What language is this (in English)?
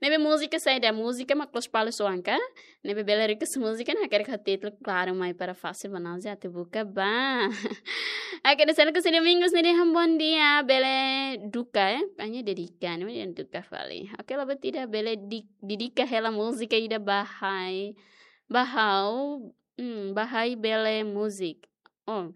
Tetum